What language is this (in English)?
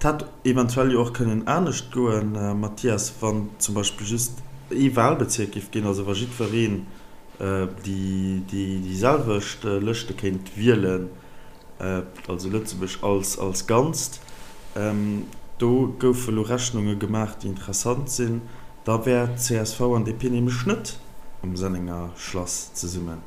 Luxembourgish